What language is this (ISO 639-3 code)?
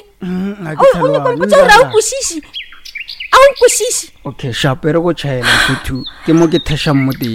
nso